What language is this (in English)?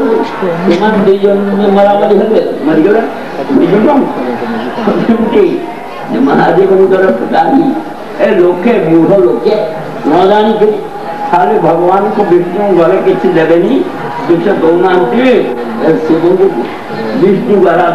Odia